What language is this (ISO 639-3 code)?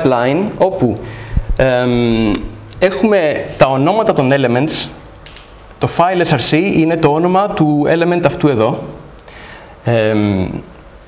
ell